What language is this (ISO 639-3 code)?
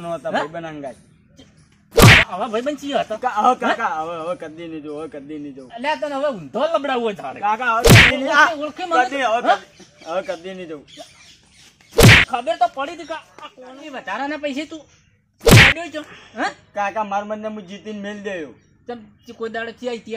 guj